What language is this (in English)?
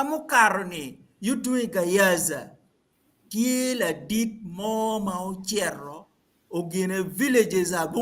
Acoli